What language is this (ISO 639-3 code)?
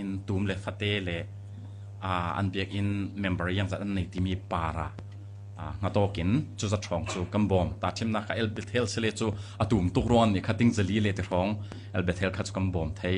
cfm